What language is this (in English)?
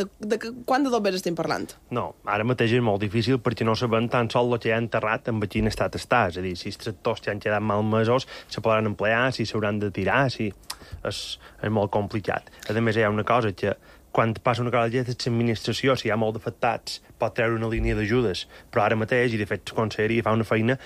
Catalan